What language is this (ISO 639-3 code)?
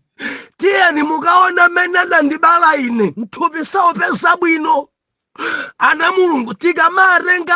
nya